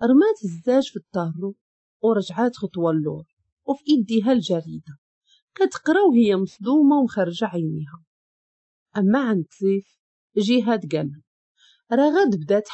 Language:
Moroccan Arabic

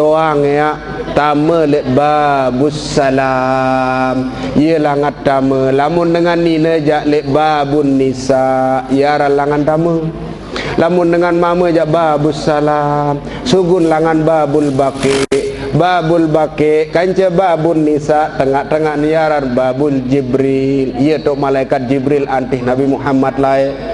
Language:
Sasak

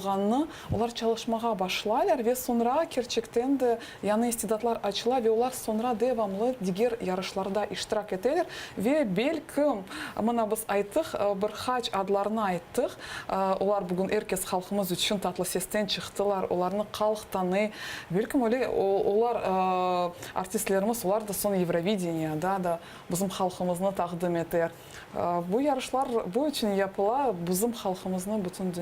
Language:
Crimean Tatar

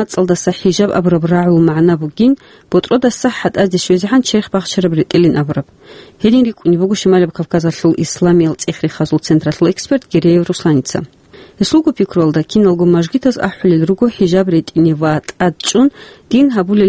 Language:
Avaric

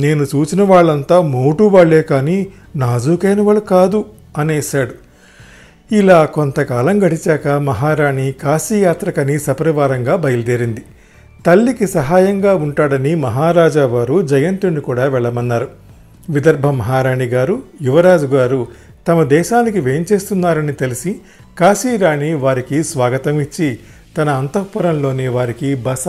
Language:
Telugu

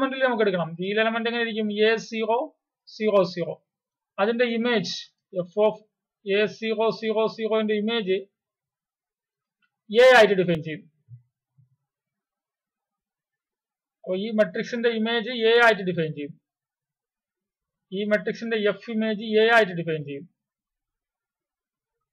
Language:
Malayalam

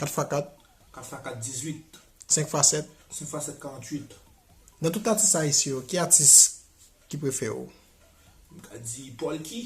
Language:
Haitian Creole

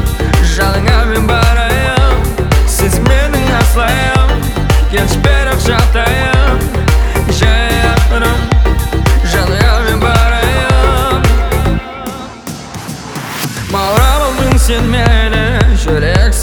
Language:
Kazakh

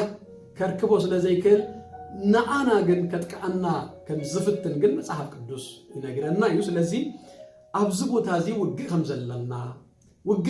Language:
Tigrinya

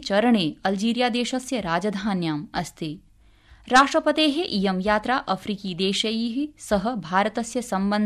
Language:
Sanskrit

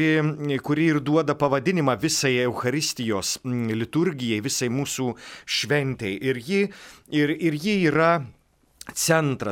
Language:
Lithuanian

